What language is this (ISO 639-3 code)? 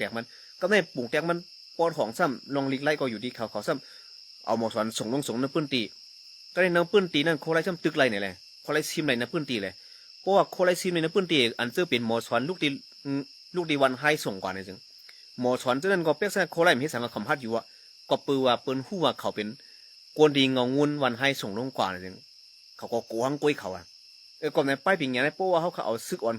shn